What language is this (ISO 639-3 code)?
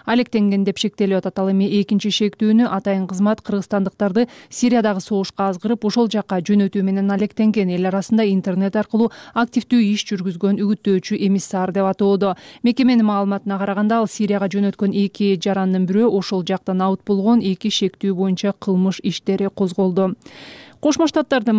kir